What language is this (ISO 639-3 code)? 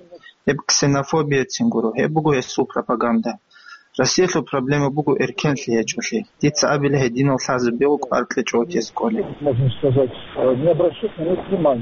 ava